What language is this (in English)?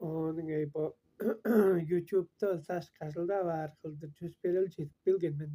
Tuvinian